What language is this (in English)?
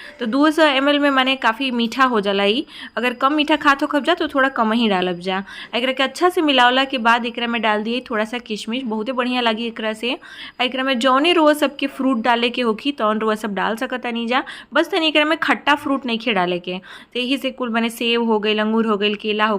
Bhojpuri